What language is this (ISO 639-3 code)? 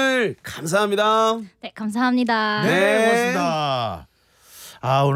kor